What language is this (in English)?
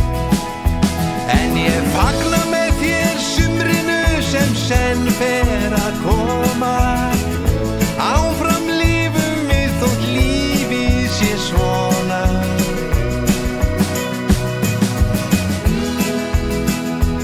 Icelandic